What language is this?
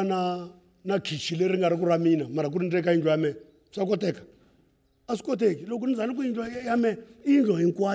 Tsonga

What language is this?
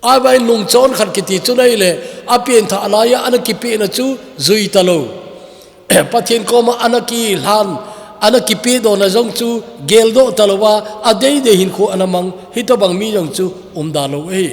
Thado Chin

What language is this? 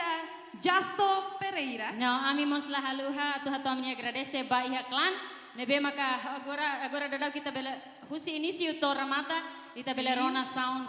Tetum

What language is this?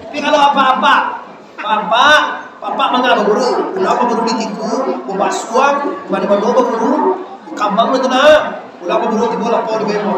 Minangkabau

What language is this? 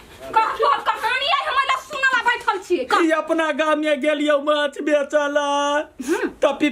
Maithili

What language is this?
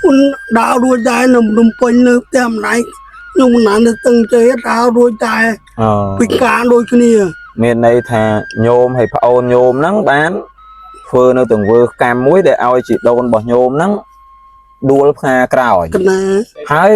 Khmer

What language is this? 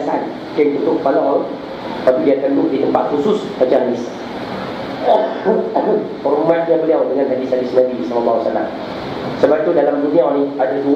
Malay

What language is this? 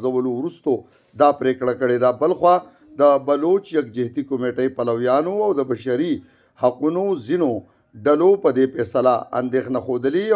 Pashto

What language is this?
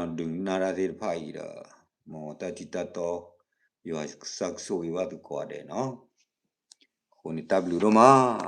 S'gaw Karen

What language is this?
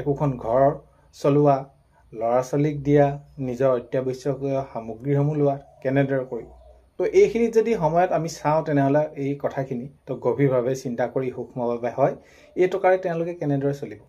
Assamese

